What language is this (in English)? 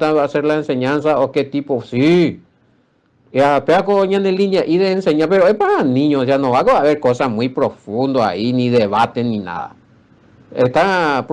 Guarani